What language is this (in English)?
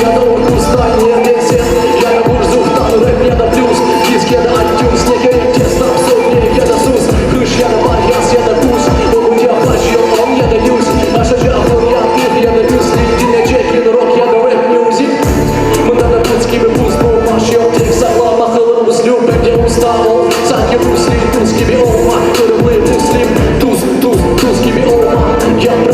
Crimean Tatar